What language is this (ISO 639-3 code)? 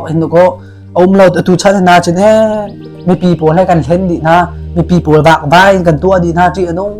cnh